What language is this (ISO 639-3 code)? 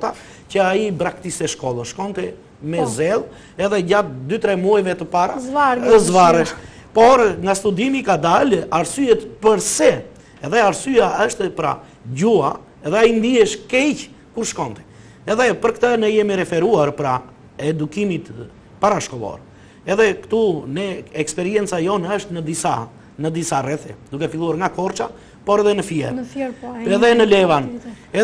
sqi